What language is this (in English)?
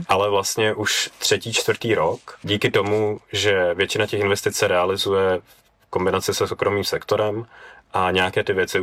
Czech